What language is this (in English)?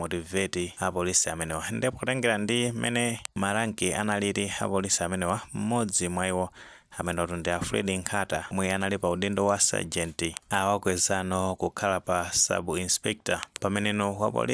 Nyanja